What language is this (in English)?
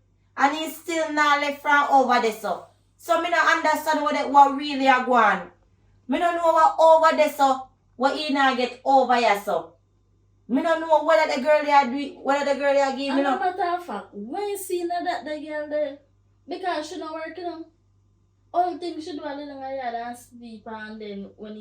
Jamaican Creole English